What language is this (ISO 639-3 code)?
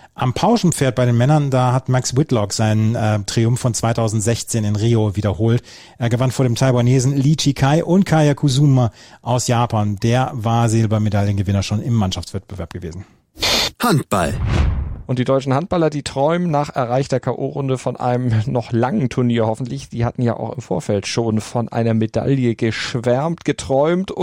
deu